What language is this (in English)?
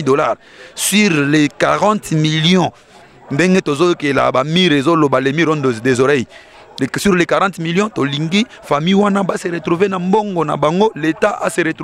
Lingala